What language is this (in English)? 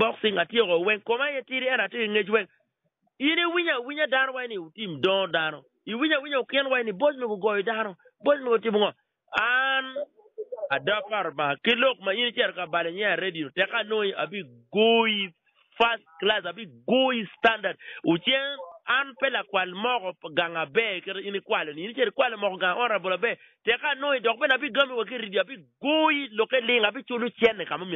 Acoli